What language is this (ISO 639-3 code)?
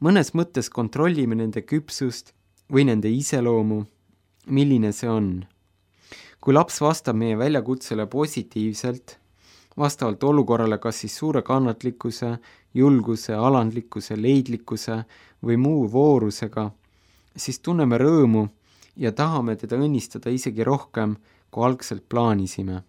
est